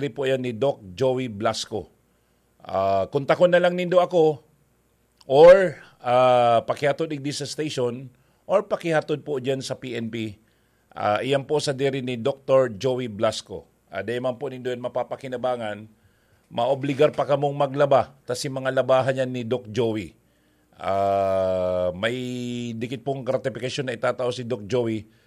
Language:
Bikol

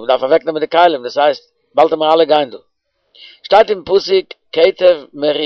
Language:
Yiddish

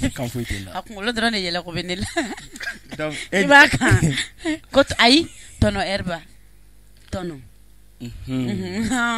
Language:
Bambara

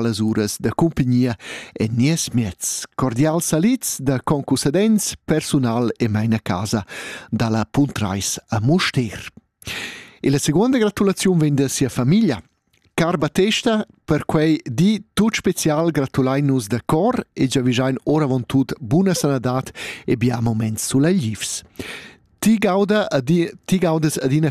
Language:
Romansh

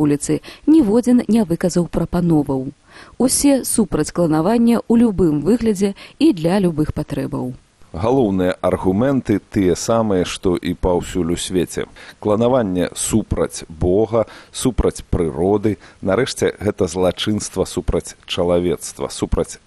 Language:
Belarusian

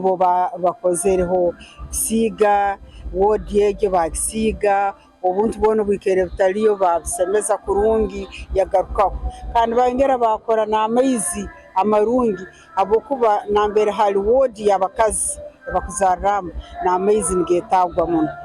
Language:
Nyankole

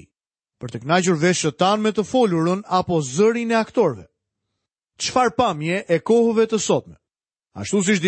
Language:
Albanian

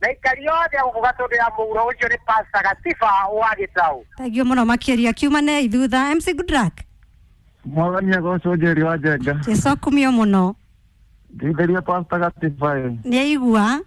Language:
Kikuyu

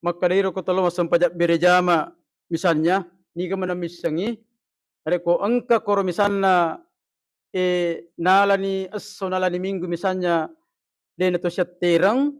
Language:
Buginese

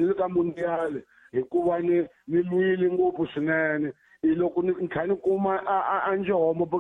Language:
Tsonga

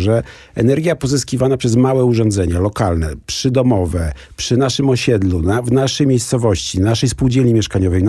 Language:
Polish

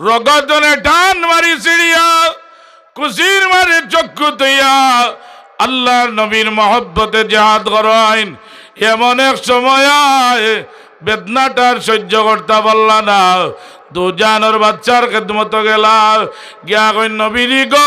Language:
Sylheti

